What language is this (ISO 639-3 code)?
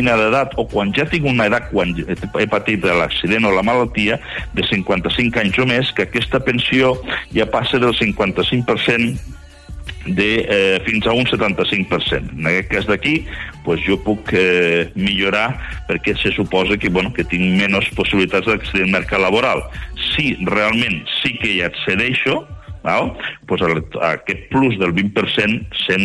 cat